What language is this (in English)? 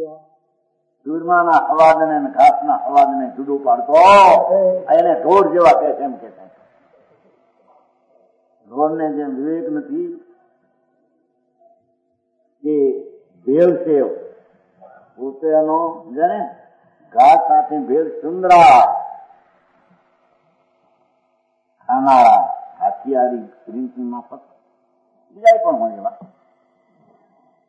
Gujarati